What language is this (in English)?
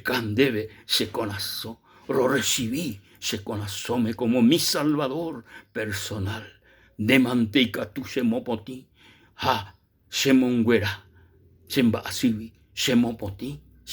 Guarani